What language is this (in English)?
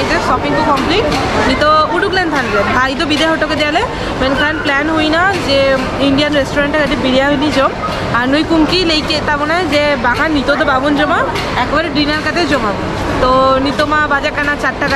Santali